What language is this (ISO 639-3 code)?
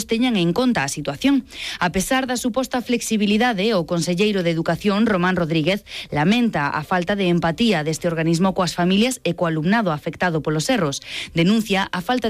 glg